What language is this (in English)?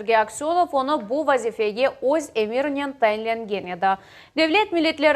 Crimean Tatar